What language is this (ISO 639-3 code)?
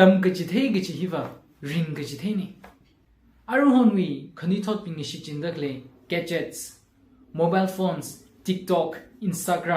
nmf